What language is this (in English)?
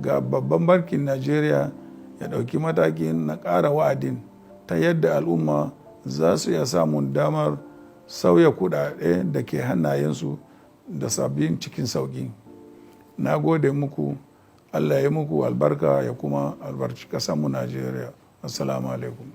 Hausa